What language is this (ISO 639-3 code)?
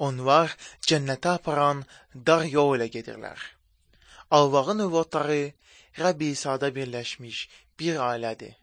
aze